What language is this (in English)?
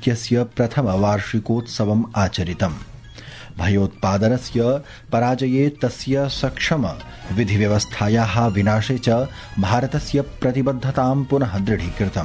Sanskrit